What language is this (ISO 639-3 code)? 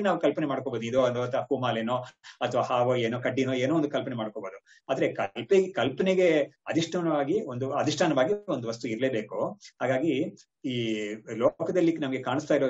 kan